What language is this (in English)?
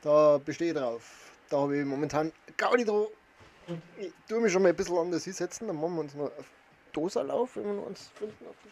Bavarian